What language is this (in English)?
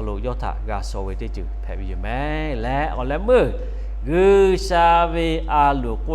Lahu